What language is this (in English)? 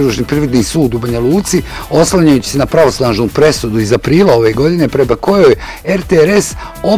Bosnian